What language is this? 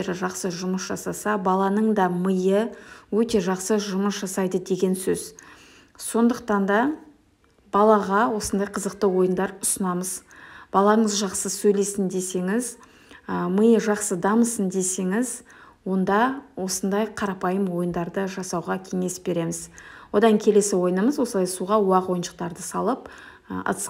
Kazakh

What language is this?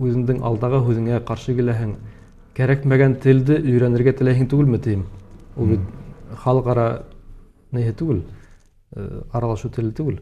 Bashkir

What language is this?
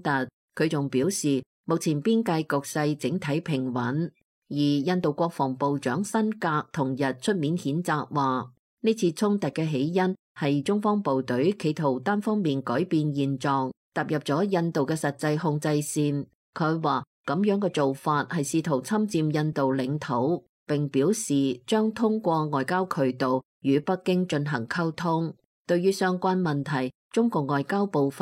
Cantonese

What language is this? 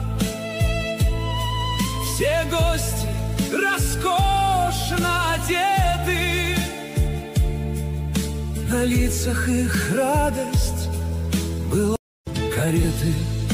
Russian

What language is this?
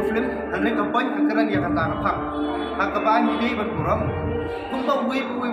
Khasi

